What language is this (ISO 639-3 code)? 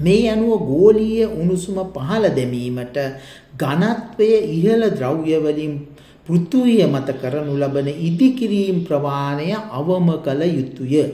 sin